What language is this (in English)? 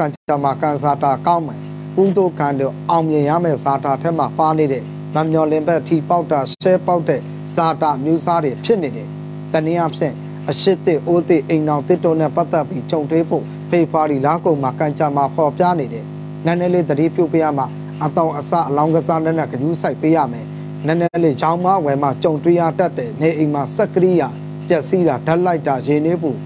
Burmese